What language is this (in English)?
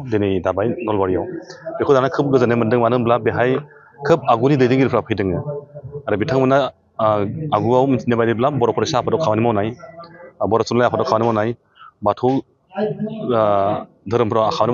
Bodo